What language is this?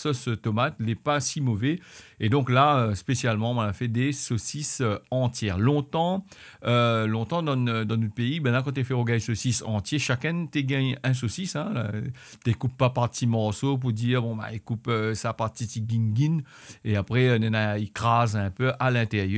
Réunion Creole French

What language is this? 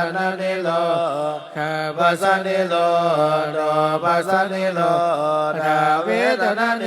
Pali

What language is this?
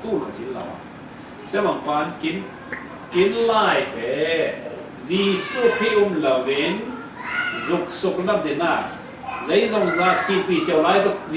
Falam Chin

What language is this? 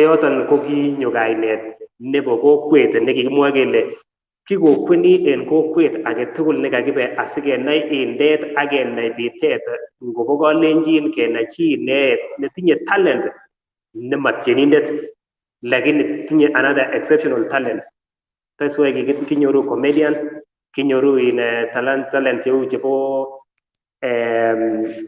Kalenjin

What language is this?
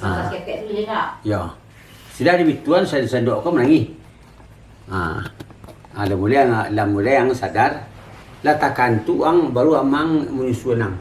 Minangkabau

